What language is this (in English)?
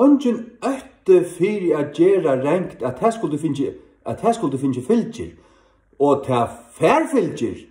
Faroese